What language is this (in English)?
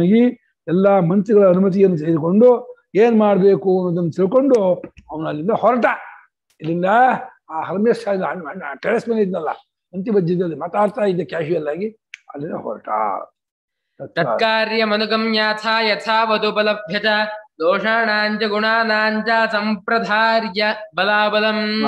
Kannada